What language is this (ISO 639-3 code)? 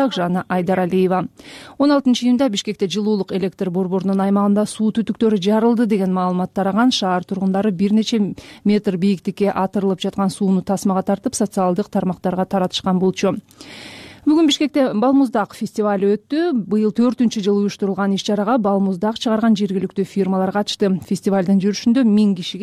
kir